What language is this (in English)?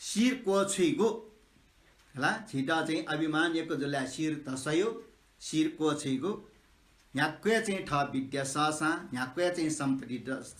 Newari